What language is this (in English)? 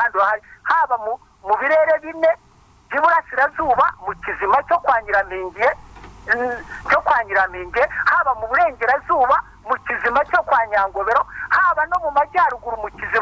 Kinyarwanda